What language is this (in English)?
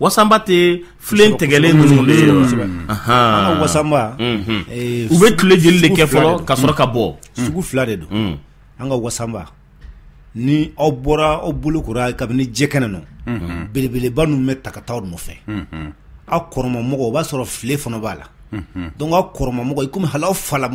Bambara